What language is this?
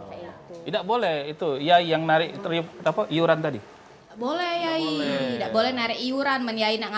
Musi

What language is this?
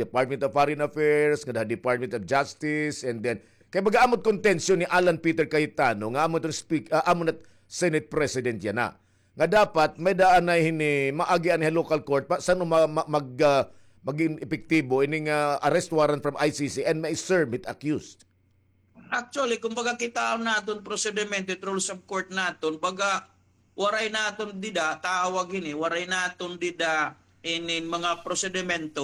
Waray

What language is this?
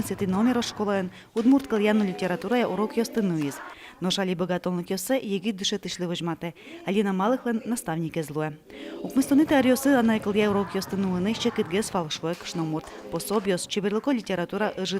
Udmurt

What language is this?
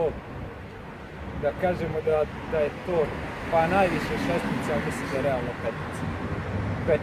Serbian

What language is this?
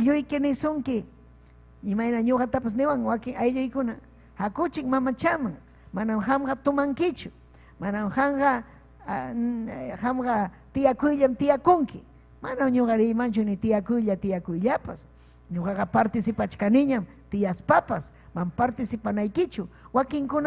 Ayacucho Quechua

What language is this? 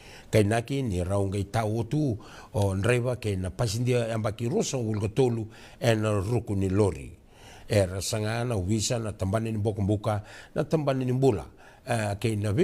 Fijian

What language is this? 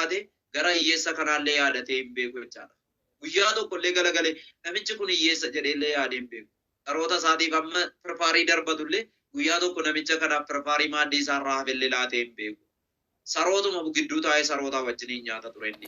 Oromo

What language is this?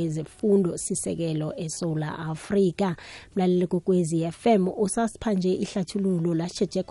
South Ndebele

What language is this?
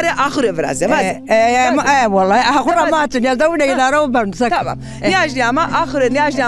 Zaza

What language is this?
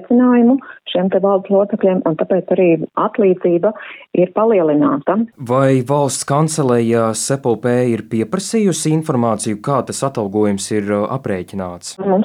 Latvian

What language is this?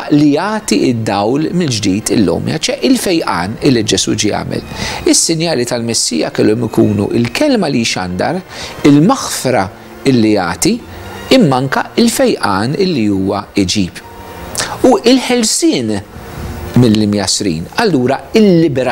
Maltese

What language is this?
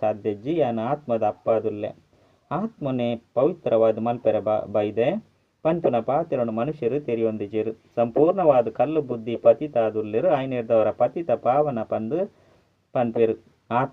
Tulu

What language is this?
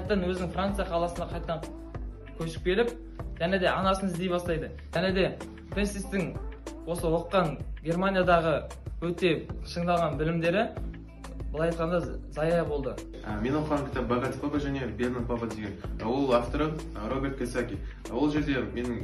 Kazakh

